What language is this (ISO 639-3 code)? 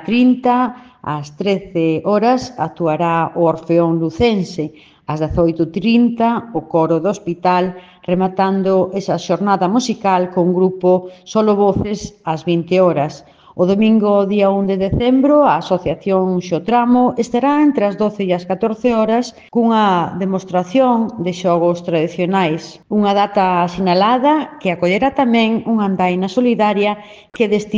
glg